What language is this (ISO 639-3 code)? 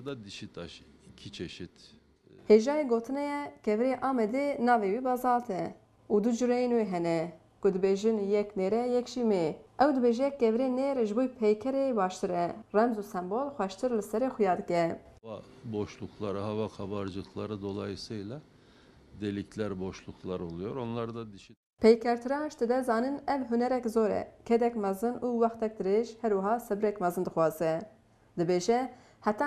kur